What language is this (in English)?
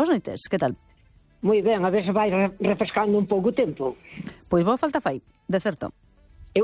Galician